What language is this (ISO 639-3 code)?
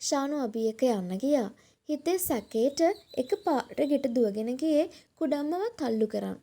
sin